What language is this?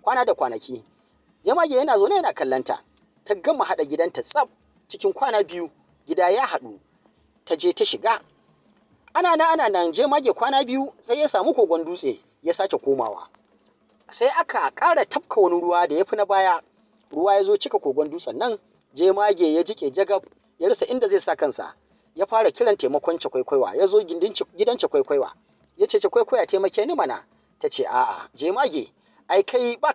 Hausa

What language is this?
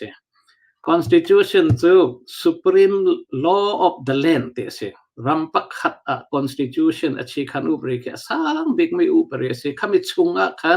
Hakha Chin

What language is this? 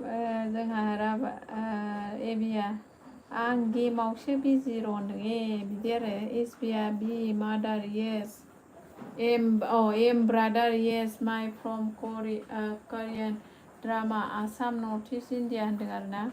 Bodo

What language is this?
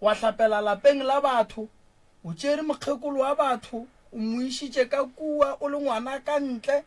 Northern Sotho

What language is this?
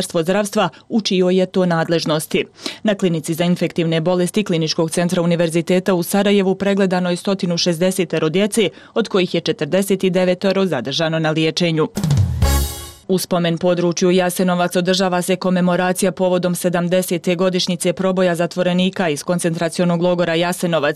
Bosnian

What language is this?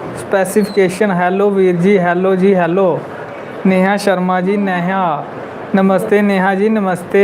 Dogri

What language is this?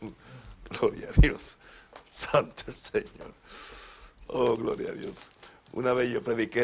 Spanish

